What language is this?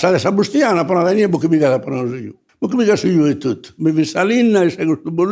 Sardinian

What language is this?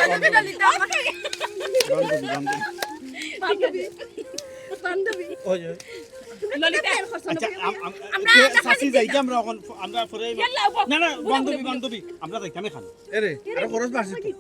Sylheti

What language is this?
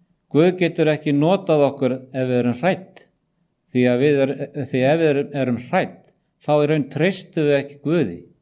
Icelandic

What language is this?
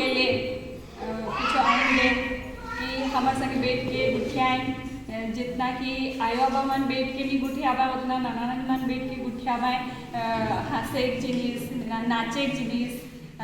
Sadri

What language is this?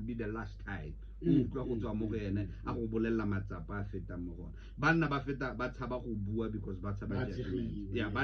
Tswana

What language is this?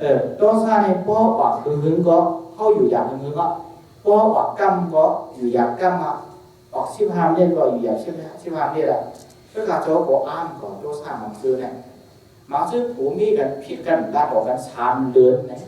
Shan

